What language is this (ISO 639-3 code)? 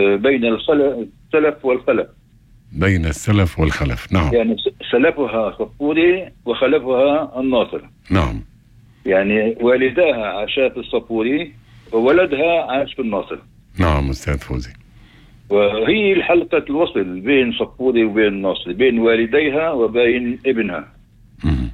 apc